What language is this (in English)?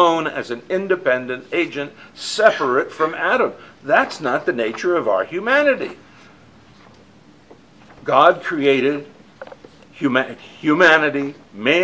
English